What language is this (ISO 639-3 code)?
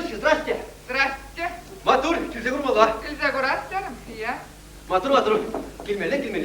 chv